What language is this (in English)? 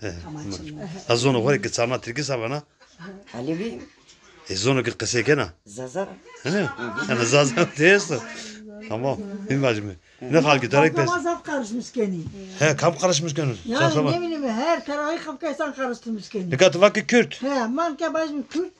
Zaza